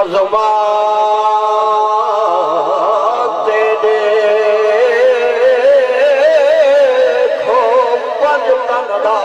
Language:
Saraiki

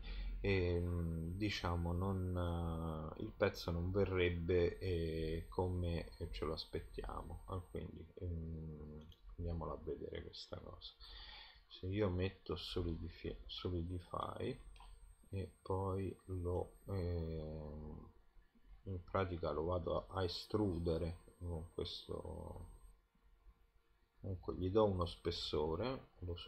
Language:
Italian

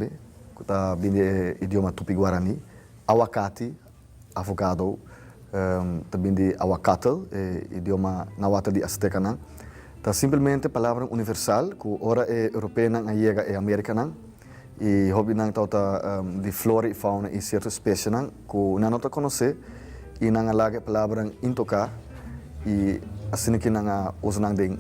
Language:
Papiamento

